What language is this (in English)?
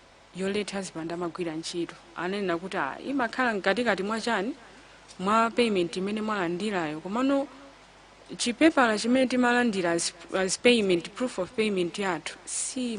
Nyanja